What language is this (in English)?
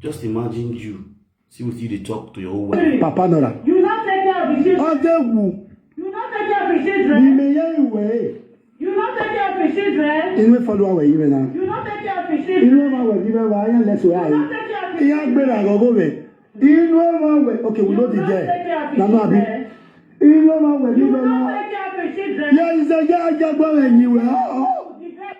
Nigerian Pidgin